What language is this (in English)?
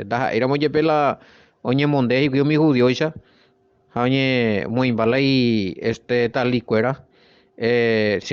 Guarani